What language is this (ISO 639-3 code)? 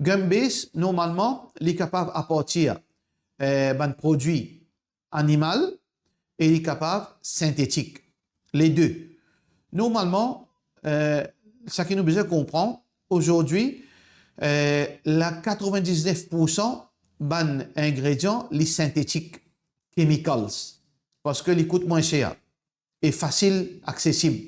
mfe